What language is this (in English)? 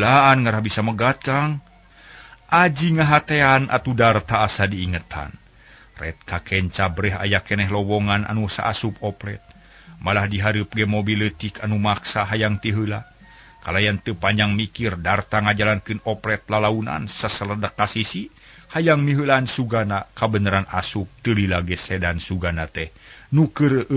Sundanese